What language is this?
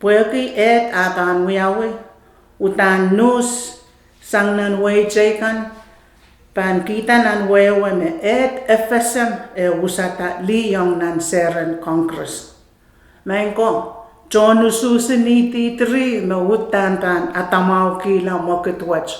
Pohnpeian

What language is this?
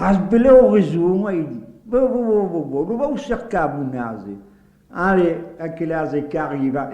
Occitan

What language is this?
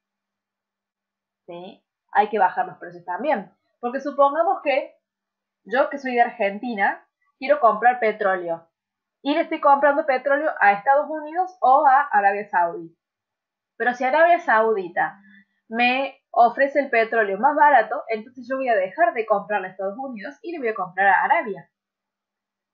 Spanish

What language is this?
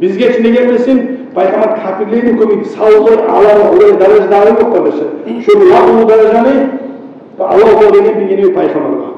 Kumyk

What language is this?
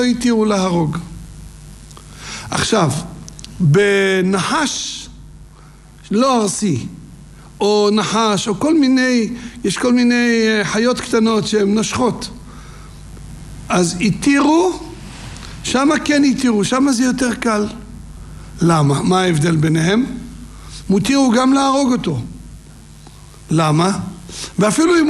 Hebrew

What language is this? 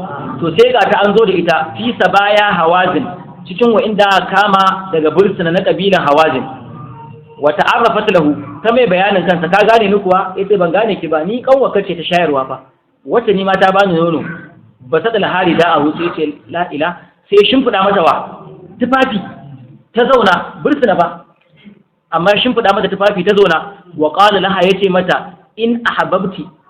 Hausa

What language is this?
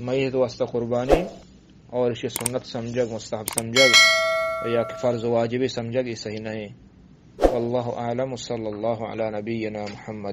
Eastern Balochi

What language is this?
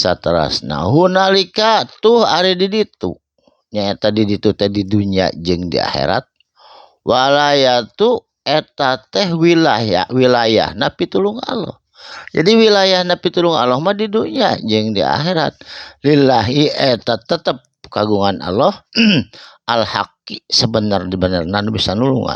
Sundanese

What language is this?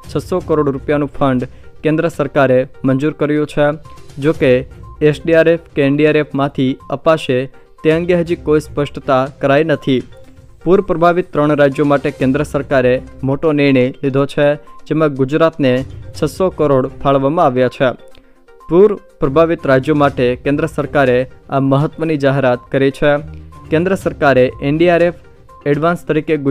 Gujarati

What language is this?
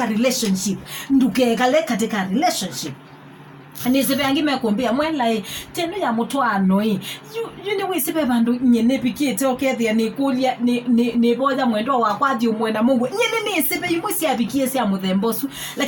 Kamba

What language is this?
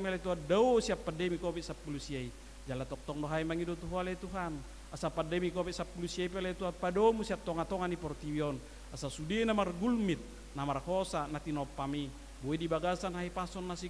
Batak Toba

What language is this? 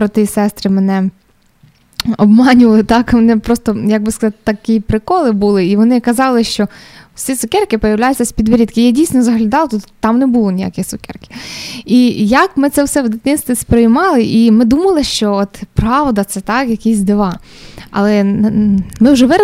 Ukrainian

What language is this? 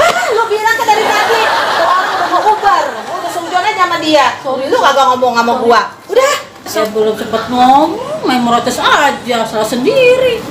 Betawi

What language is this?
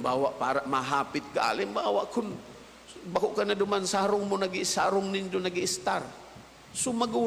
Bikol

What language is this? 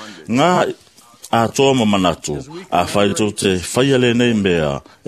Samoan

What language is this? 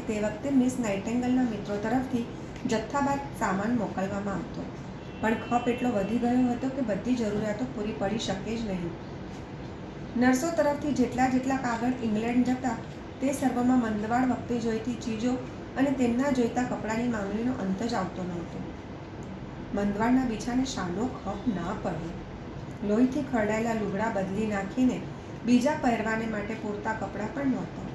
Gujarati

